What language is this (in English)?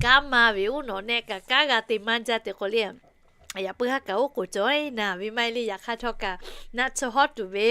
Lahu